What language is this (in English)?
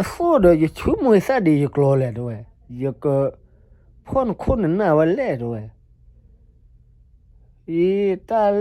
S'gaw Karen